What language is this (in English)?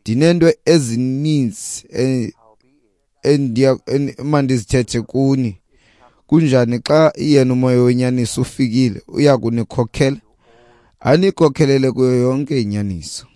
Xhosa